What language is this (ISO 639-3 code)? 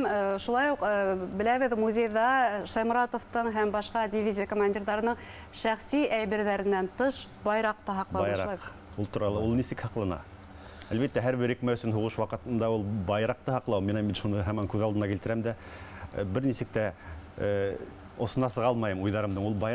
bak